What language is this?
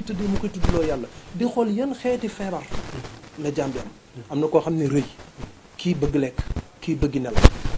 Wolof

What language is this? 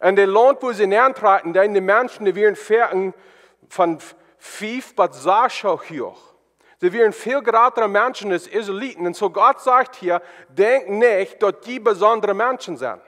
Plautdietsch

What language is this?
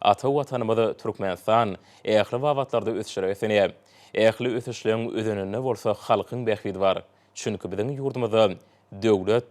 Turkmen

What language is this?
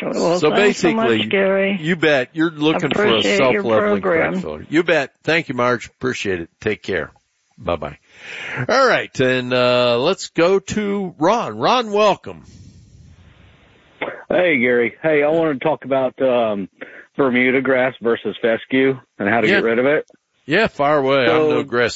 English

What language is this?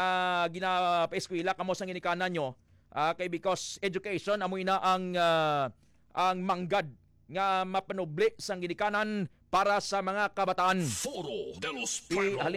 Hiligaynon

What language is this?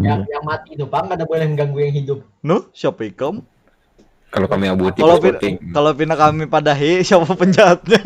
Banjar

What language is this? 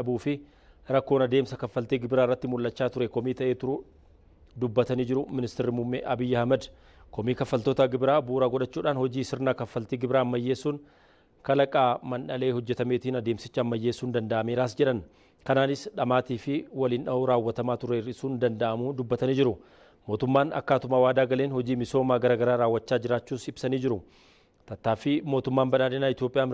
Oromo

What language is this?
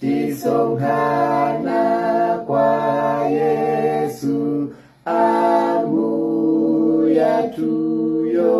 Nyanja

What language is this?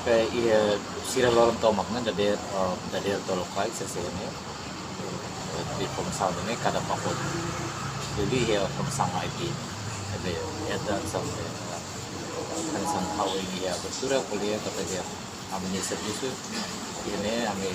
Tetum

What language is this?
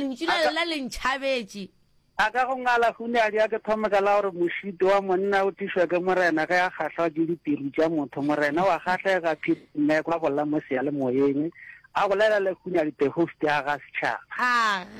Northern Sotho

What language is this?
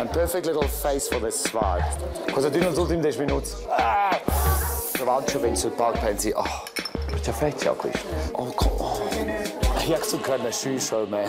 Romansh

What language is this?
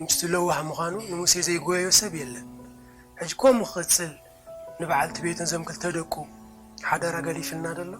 Tigrinya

